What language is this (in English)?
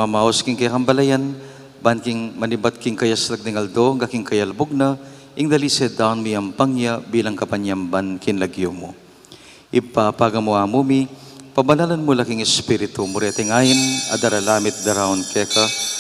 Pampanga